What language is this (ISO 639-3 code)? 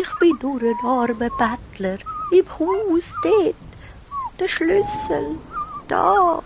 gsw